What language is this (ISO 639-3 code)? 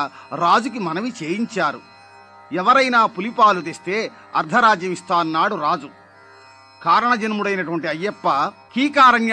tel